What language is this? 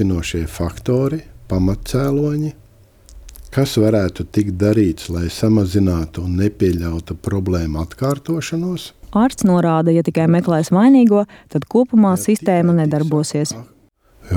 Latvian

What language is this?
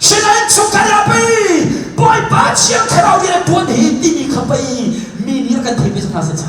Hakha Chin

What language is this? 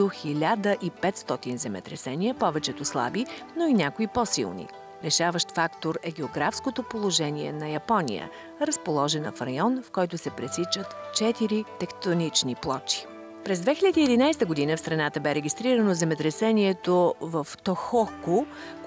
Bulgarian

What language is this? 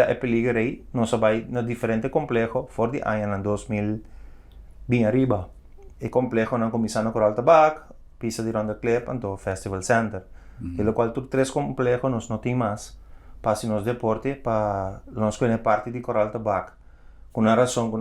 Papiamento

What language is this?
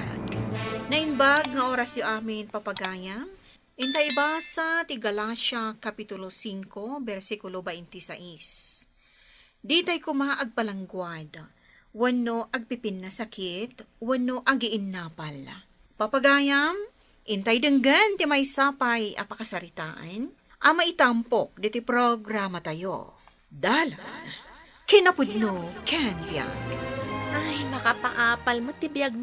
Iloko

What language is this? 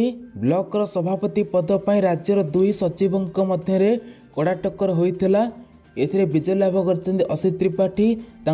Odia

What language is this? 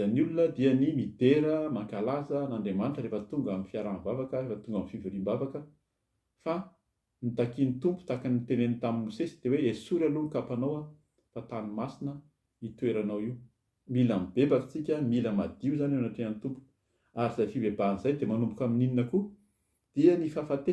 Malagasy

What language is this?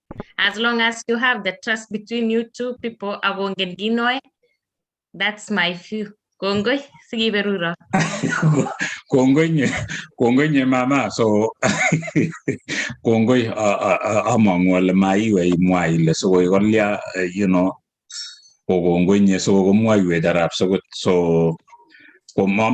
Kalenjin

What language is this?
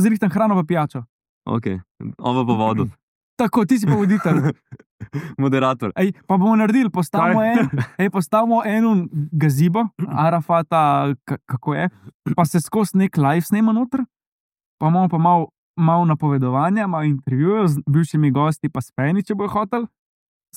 Slovenian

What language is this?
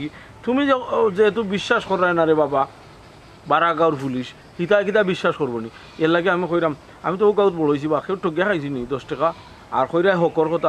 Sylheti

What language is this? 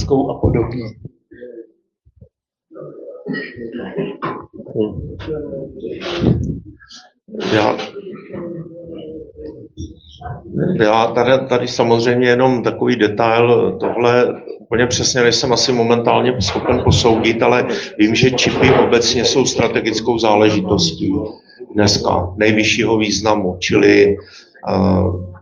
Czech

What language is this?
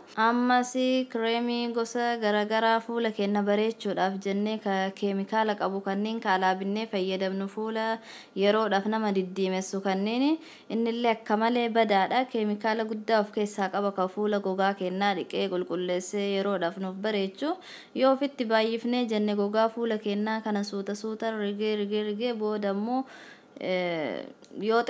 Oromo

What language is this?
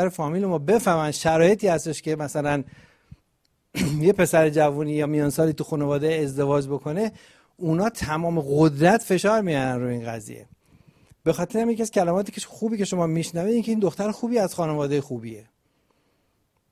Persian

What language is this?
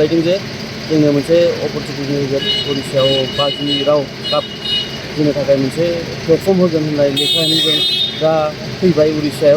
Bodo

